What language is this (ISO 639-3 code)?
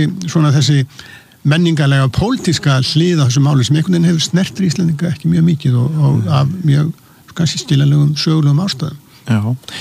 isl